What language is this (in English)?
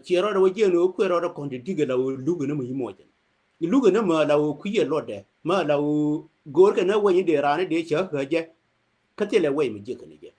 Nuer